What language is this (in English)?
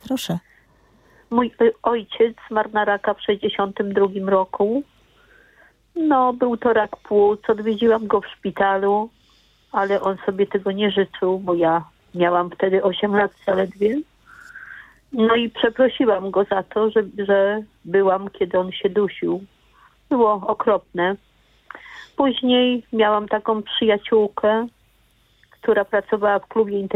Polish